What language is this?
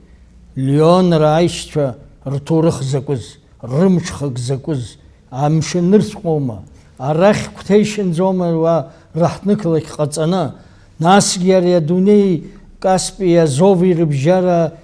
Abkhazian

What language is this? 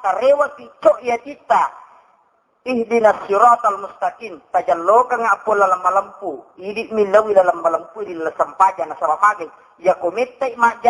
Buginese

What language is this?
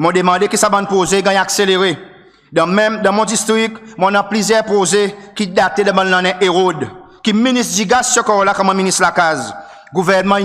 Seselwa Creole French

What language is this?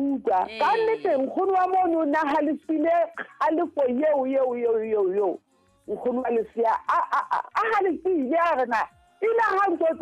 Southern Sotho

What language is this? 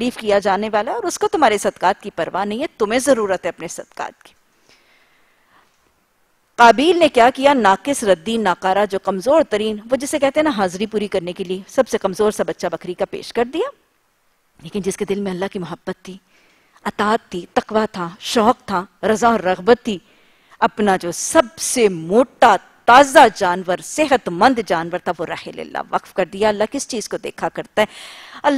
Urdu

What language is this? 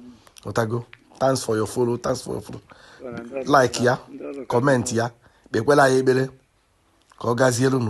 Igbo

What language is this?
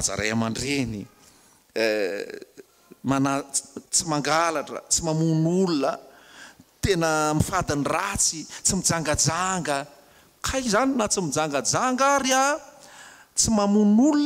Malagasy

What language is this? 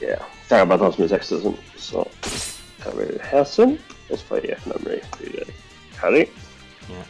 Faroese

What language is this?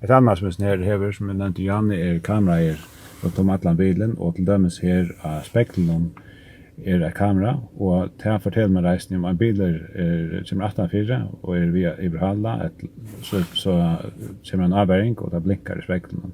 Faroese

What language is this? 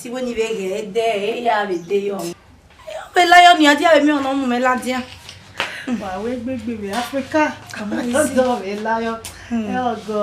Bini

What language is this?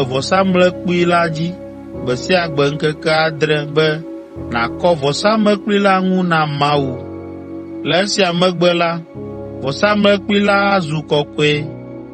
Ewe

